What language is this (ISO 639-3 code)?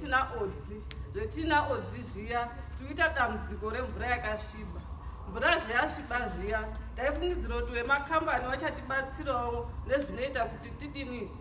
sna